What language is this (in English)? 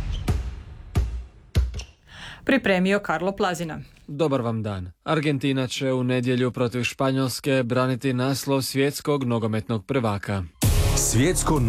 Croatian